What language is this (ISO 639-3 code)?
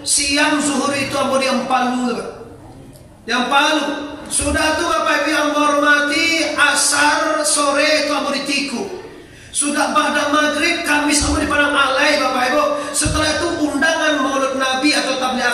min